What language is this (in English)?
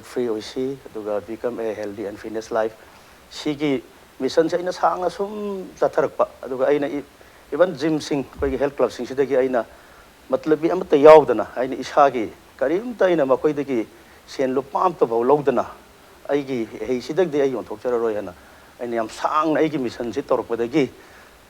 Manipuri